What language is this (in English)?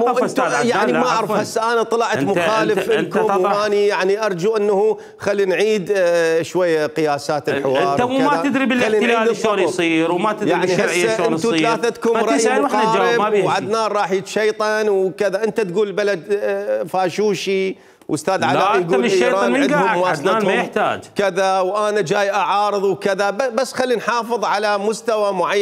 Mesopotamian Arabic